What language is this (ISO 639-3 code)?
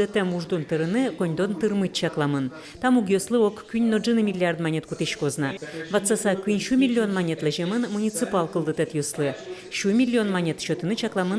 udm